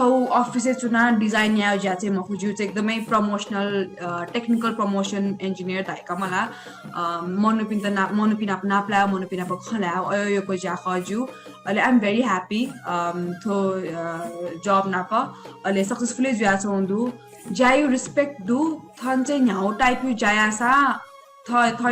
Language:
Newari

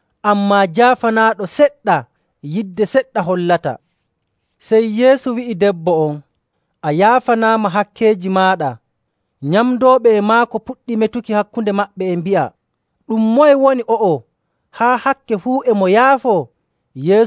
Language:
Nigerian Fulfulde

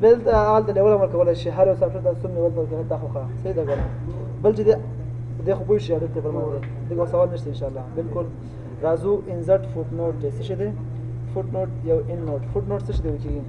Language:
Pashto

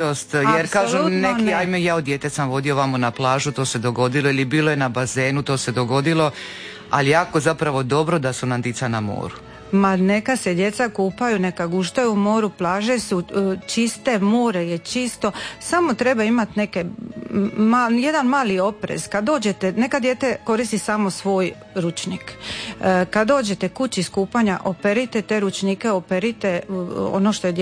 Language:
Croatian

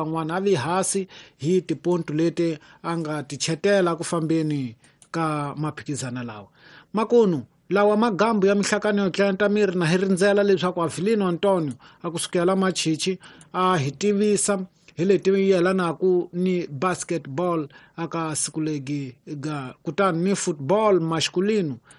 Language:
Tsonga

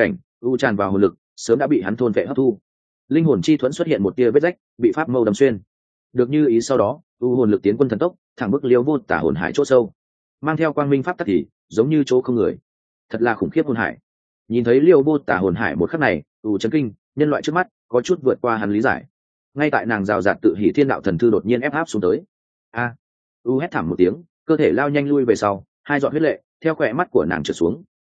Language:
Vietnamese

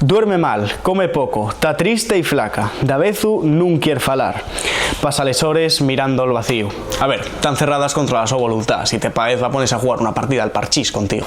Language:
Asturian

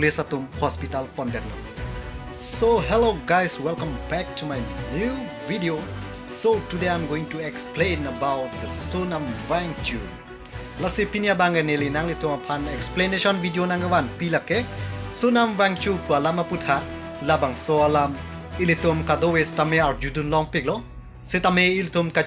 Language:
Karbi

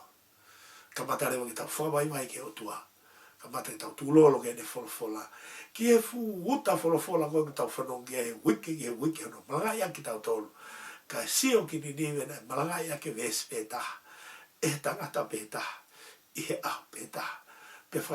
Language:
Tongan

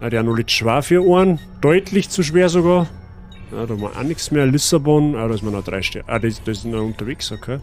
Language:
Bavarian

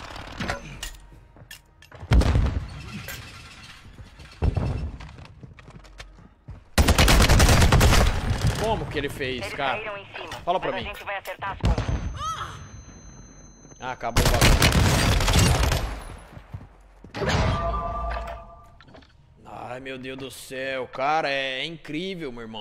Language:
Portuguese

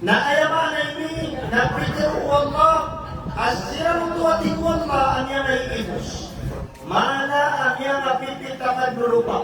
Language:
Maranao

